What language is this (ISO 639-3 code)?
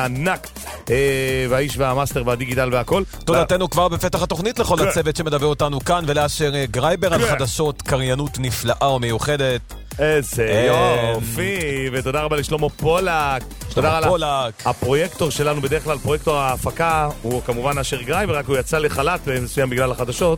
heb